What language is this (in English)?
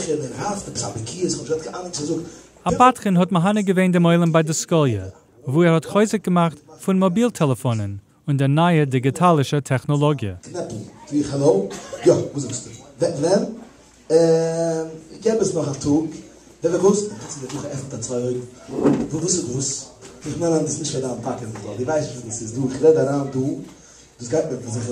Yiddish